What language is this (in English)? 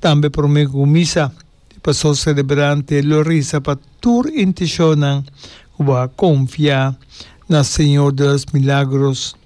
Papiamento